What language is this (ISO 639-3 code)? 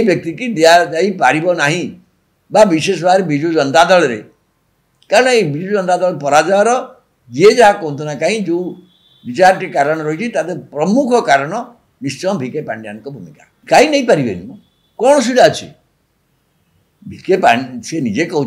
ori